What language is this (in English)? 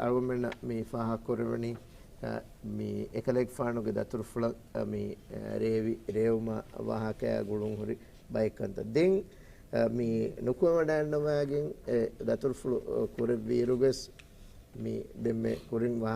Divehi